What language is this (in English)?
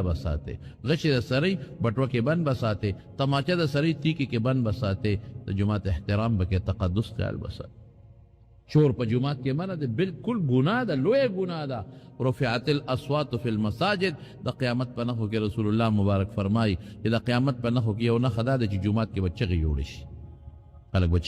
Pashto